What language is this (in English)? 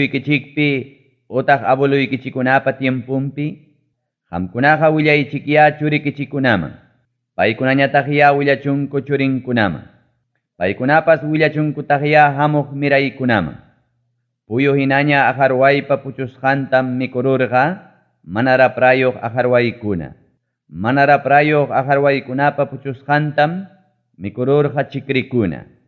Ayacucho Quechua